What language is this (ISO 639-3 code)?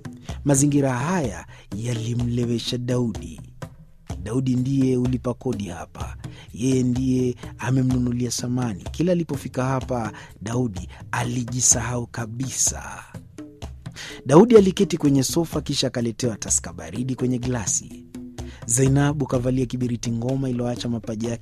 swa